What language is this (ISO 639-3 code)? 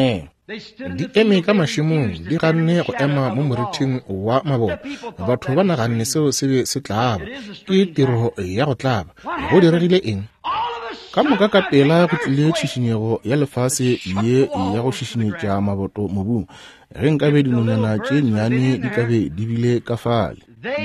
nso